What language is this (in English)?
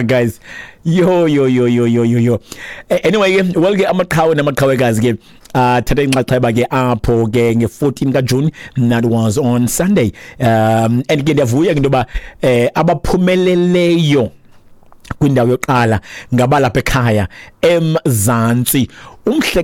Xhosa